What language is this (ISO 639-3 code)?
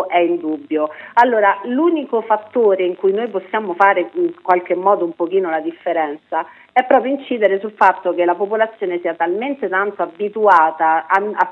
ita